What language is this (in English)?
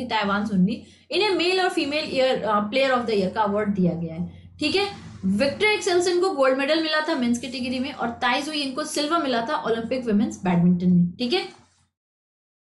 Hindi